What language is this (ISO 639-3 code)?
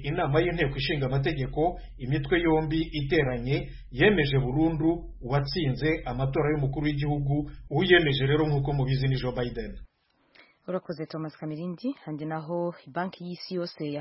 kin